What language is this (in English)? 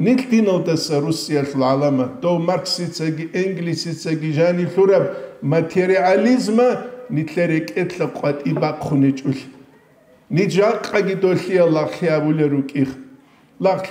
Avaric